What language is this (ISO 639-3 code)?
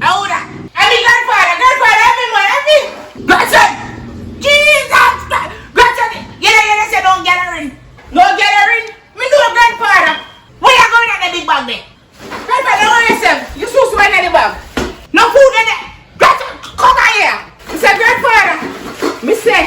jam